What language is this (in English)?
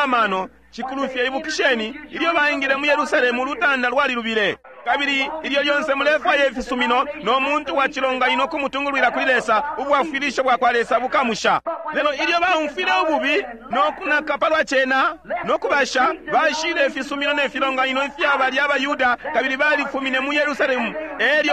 Bemba